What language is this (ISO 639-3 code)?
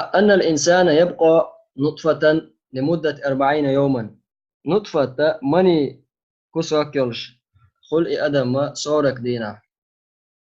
che